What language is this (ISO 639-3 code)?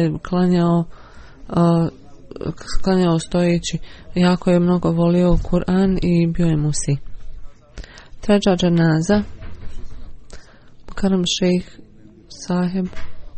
bos